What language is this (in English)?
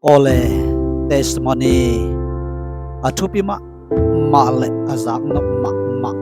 Tedim Chin